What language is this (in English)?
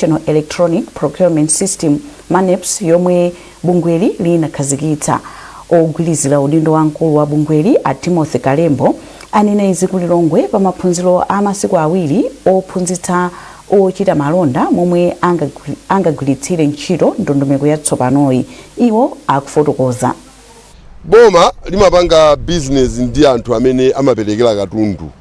Nyanja